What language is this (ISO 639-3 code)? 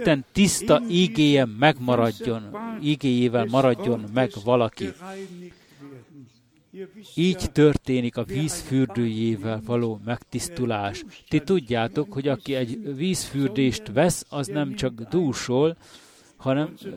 hun